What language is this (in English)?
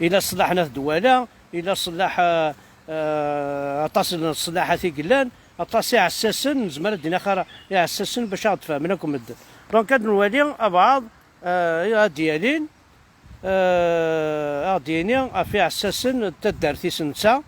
Kabyle